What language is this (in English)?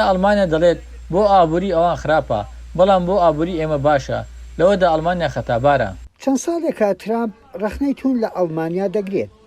Central Kurdish